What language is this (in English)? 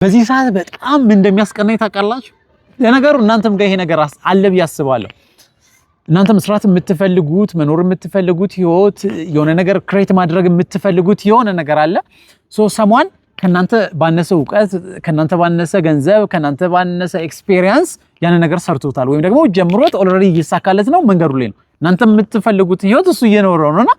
Amharic